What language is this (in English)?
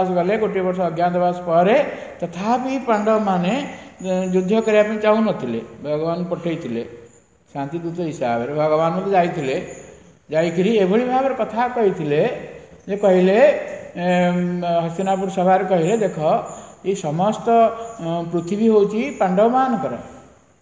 Odia